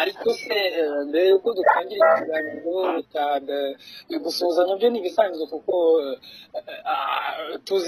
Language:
Kinyarwanda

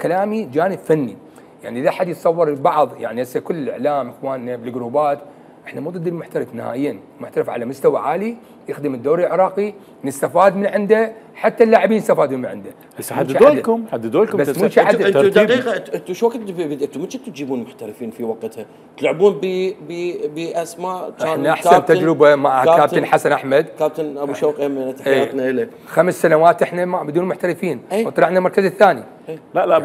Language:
Mesopotamian Arabic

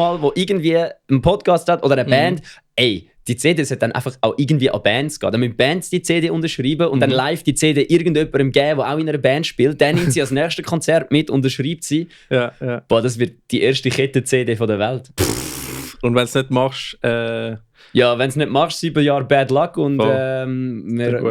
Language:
Swiss German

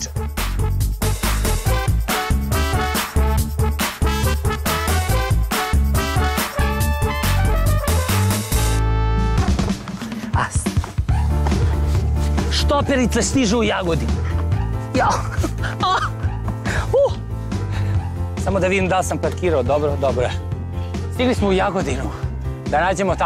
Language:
Serbian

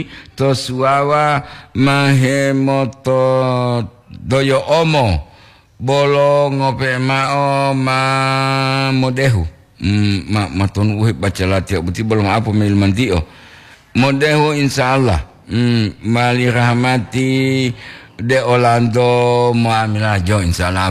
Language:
Gorontalo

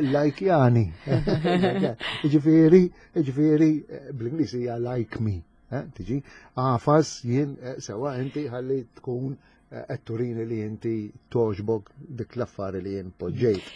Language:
Maltese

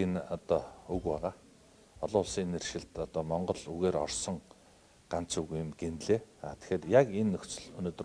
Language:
Mongolian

